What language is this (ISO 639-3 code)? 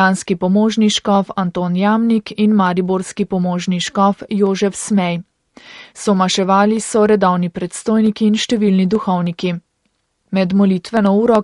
slv